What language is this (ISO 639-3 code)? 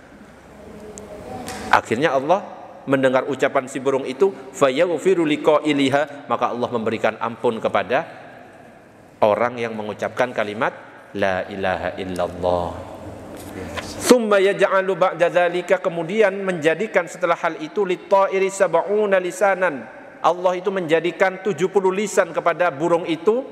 ind